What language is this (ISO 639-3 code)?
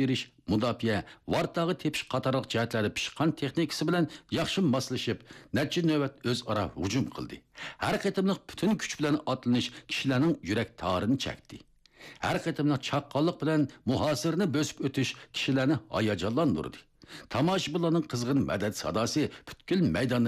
uig